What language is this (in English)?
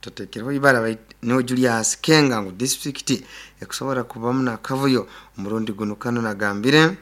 Nyoro